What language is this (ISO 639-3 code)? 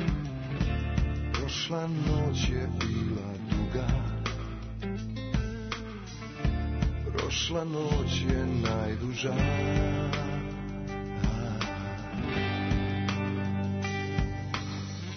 srp